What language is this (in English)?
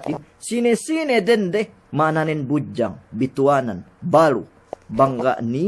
Yakan